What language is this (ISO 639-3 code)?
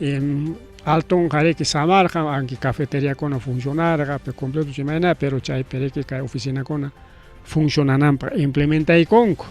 quy